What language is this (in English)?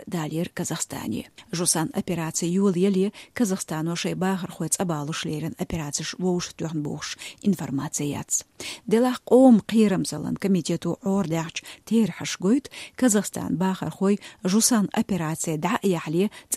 Chechen